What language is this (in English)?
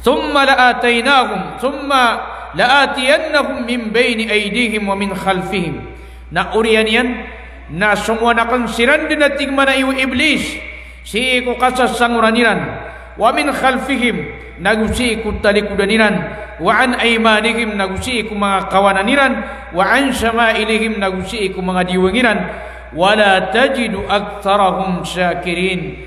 Maranao